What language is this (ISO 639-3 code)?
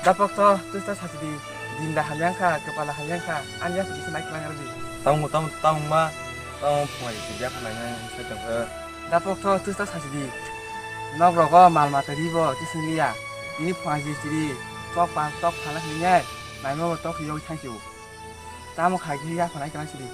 trp